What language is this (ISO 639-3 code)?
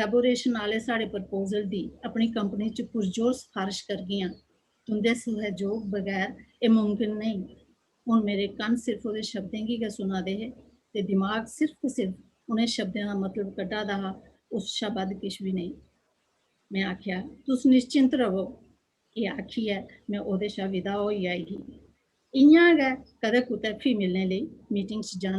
doi